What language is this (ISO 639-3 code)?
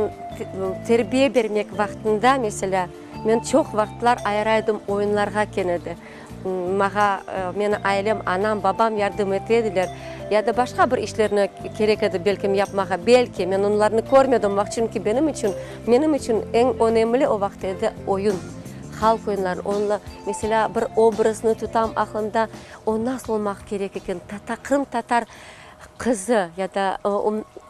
crh